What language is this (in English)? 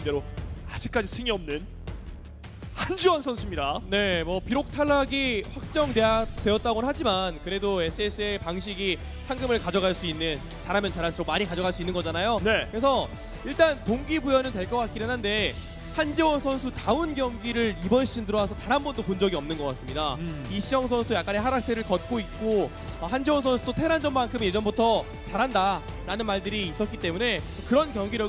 Korean